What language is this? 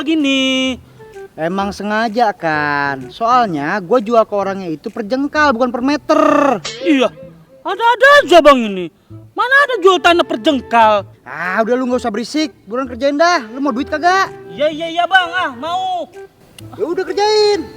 Betawi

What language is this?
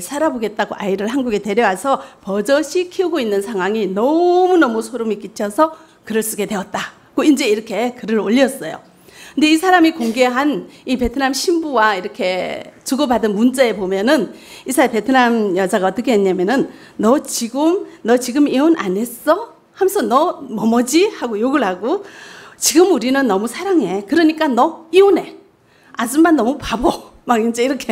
Korean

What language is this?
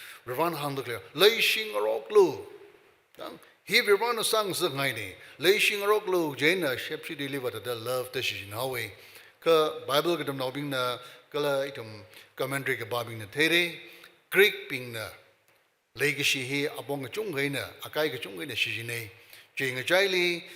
Tangkhul Naga (India)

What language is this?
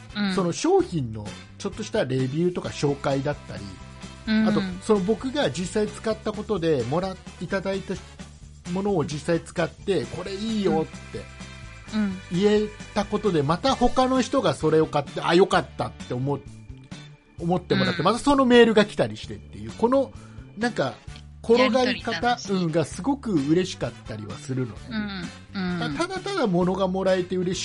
Japanese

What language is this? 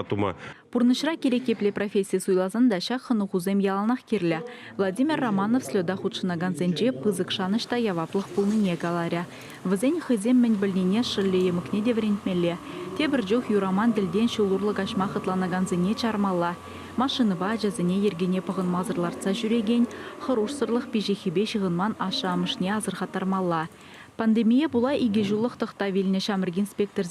Chuvash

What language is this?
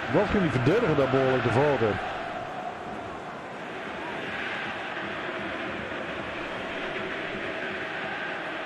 Dutch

